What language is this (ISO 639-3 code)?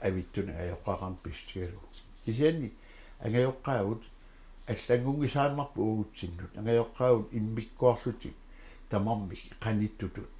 kal